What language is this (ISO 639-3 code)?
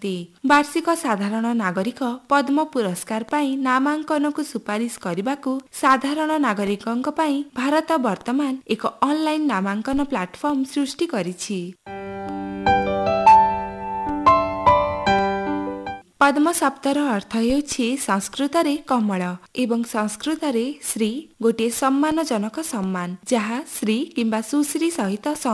ori